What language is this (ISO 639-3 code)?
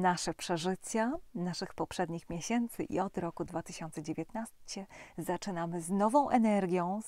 pol